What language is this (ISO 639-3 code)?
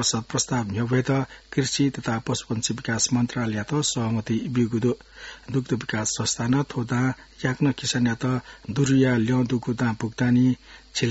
new